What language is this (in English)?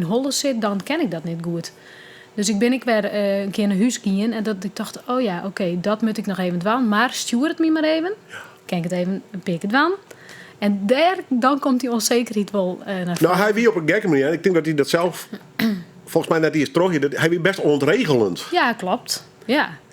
Western Frisian